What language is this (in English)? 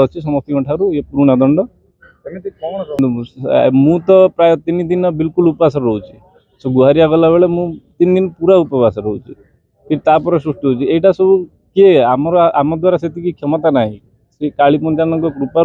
Odia